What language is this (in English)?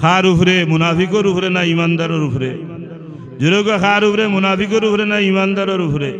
Sylheti